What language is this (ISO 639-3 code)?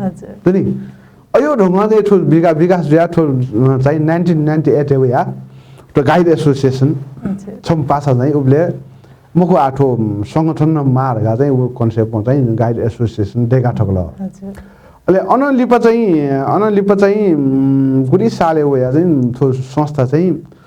new